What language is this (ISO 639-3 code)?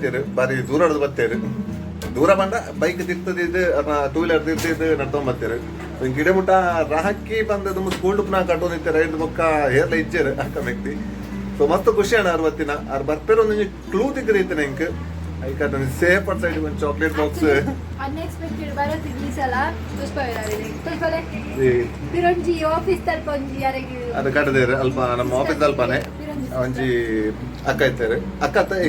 tcy